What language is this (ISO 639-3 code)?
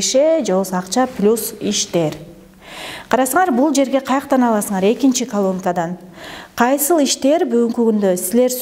kir